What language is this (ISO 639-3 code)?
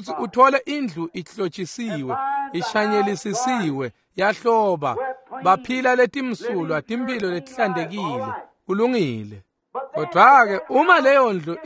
ssw